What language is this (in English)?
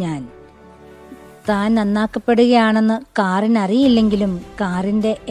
Malayalam